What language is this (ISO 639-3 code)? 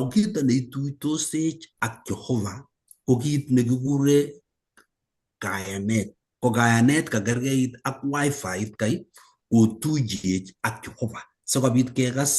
kln